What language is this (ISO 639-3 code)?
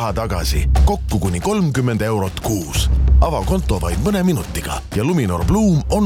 est